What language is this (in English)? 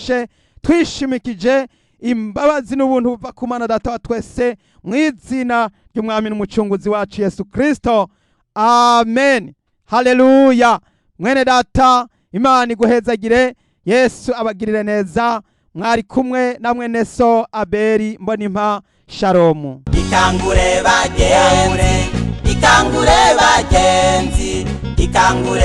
Rundi